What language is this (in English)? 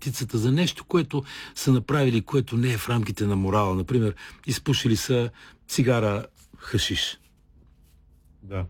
Bulgarian